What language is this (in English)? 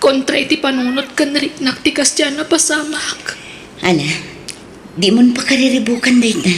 Iloko